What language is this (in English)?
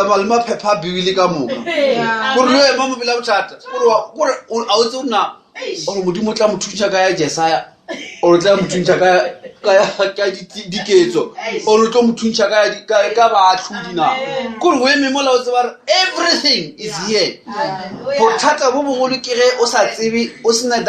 Northern Sotho